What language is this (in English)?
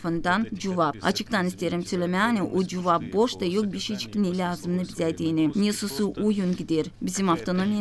Gagauz